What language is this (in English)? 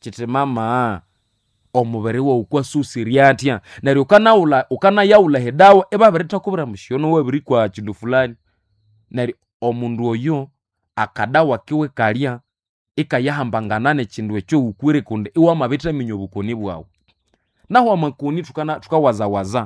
Nande